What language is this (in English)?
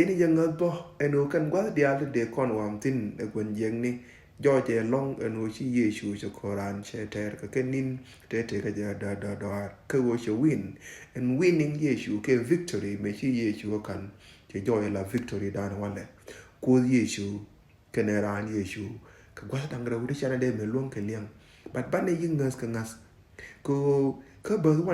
Nuer